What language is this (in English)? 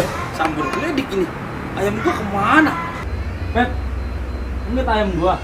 Betawi